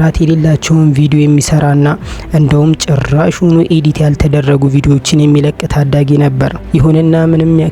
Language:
Amharic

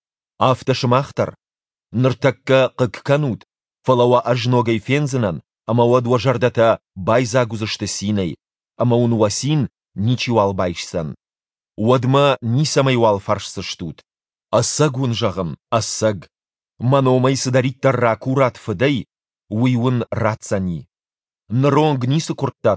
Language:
Ossetic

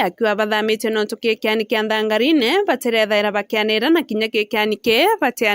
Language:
Meru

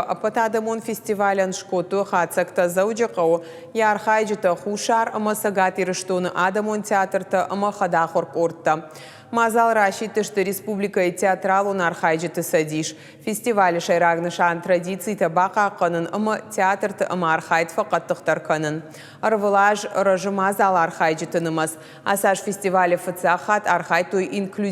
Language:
Ossetic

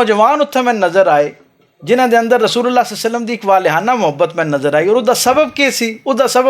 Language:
Western Panjabi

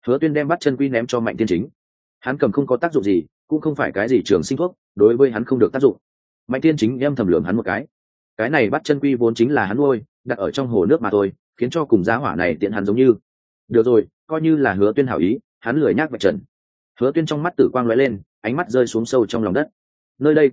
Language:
Vietnamese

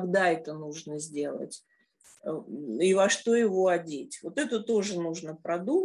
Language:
Russian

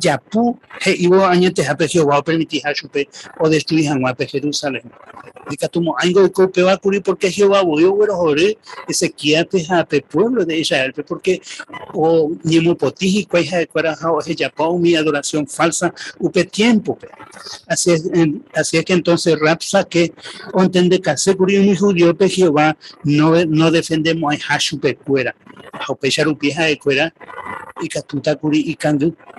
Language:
Guarani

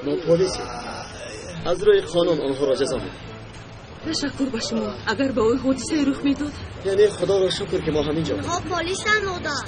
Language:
Tajik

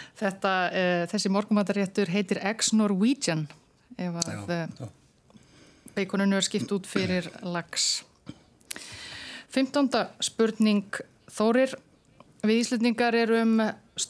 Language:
Icelandic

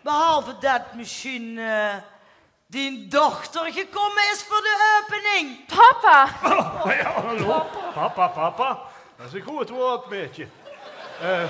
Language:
Limburgish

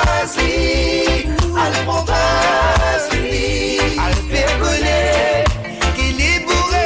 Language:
Morisyen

